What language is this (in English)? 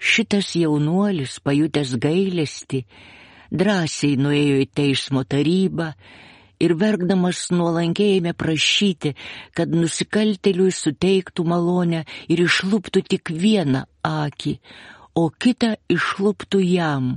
Lithuanian